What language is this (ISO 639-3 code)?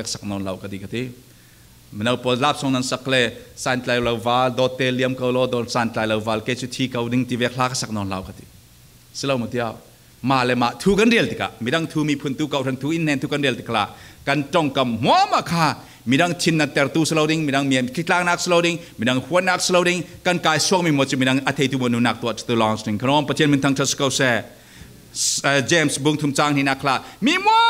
cfm